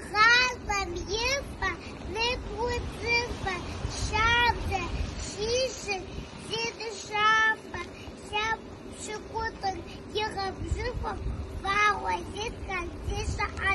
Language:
Kabardian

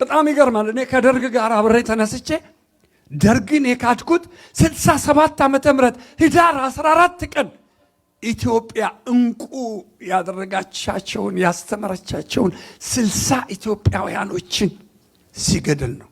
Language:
Amharic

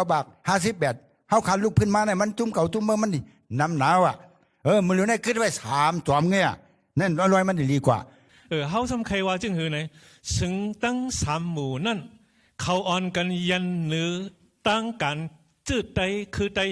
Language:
Shan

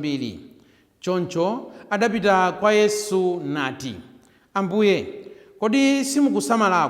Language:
Nyanja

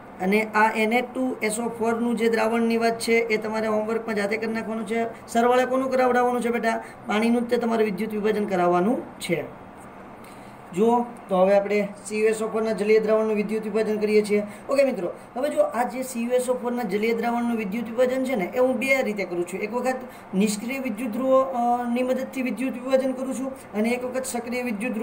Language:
Gujarati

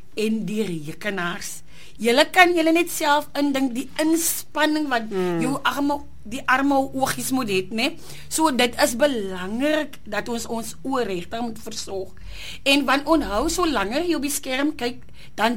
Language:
Afrikaans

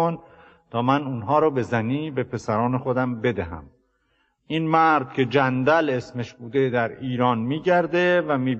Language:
Persian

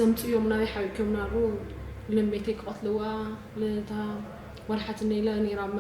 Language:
Tigrinya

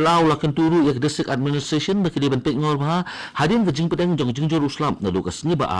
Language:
Khasi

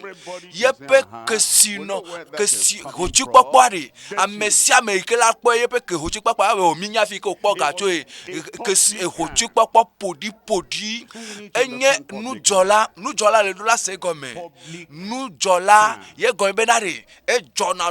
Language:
Ewe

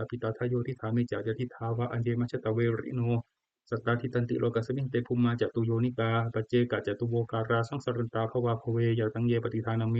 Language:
Pali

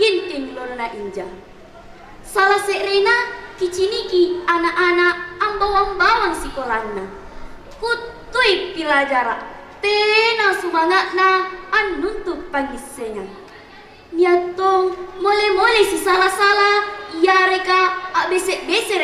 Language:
Makasar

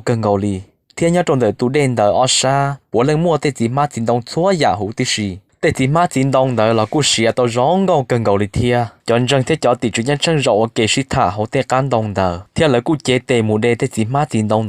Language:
Hmong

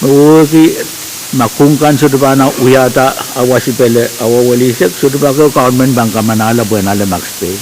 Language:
Pohnpeian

